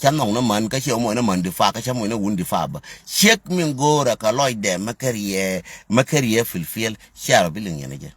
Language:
Nuer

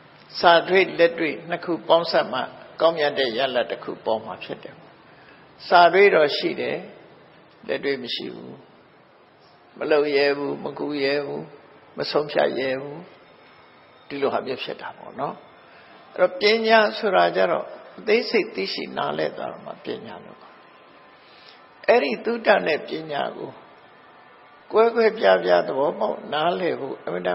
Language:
Burmese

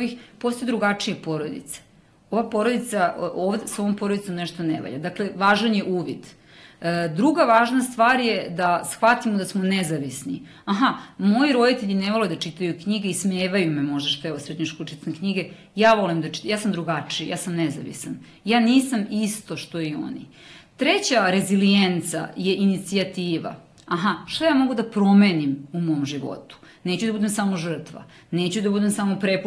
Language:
Serbian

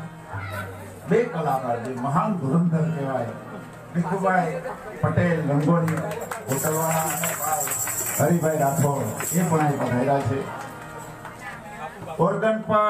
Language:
Gujarati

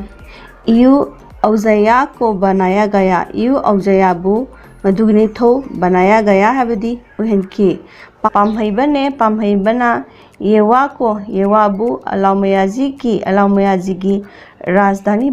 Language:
Manipuri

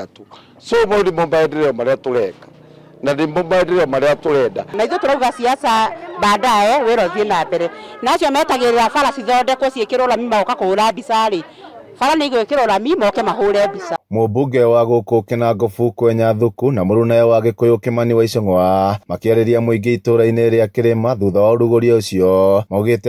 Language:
Kikuyu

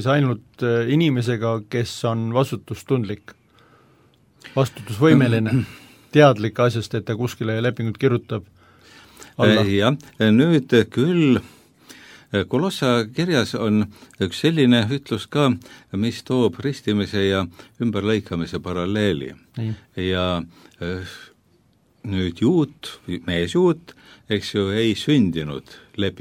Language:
Estonian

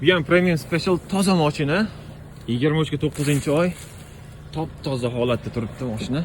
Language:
Uzbek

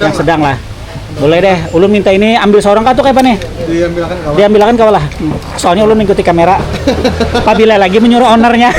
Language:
Banjar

